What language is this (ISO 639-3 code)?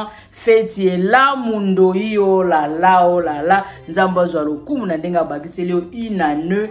lin